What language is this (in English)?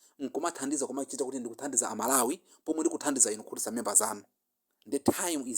Nyanja